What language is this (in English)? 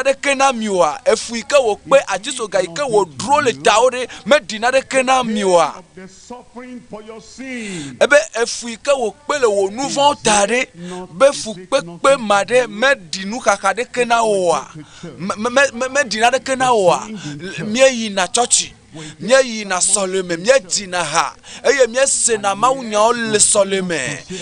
Ewe